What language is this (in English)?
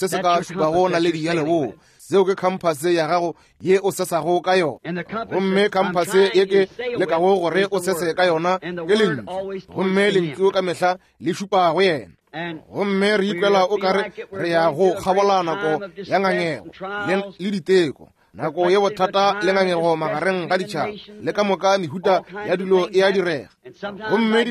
Northern Sotho